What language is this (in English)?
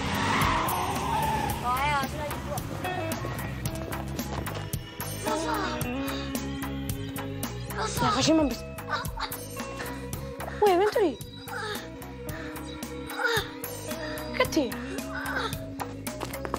Italian